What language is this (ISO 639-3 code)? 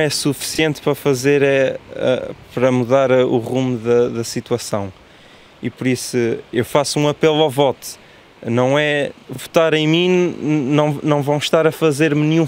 por